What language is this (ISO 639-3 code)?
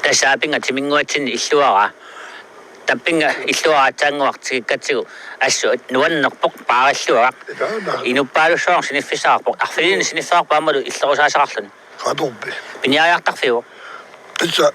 kal